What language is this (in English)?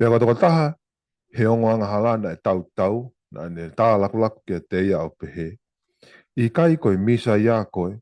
Tongan